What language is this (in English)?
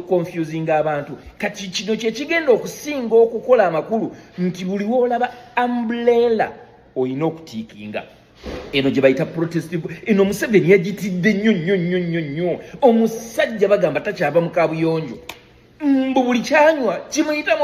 Ganda